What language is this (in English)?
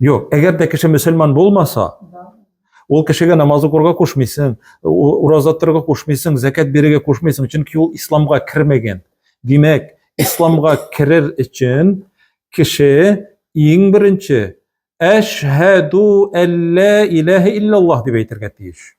Tatar